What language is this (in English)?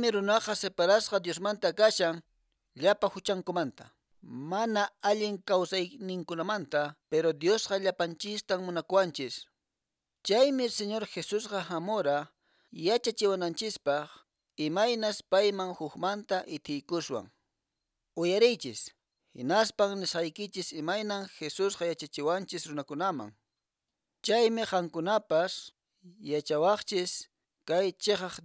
Quechua